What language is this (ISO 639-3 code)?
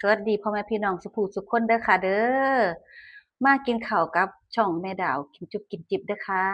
tts